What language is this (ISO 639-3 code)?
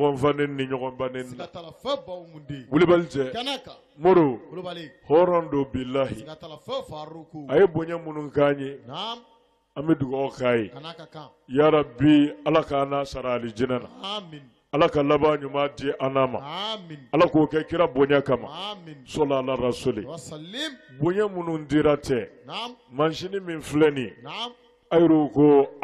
bam